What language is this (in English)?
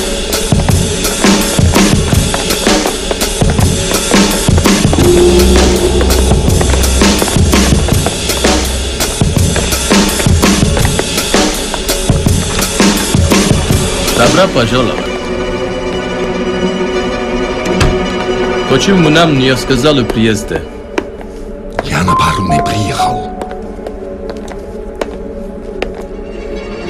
Turkish